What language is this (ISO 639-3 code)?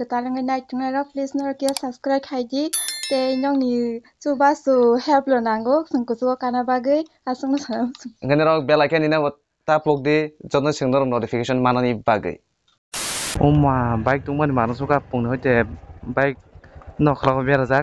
trp